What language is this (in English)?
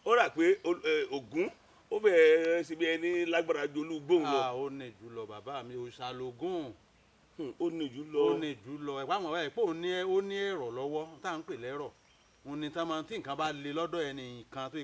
Yoruba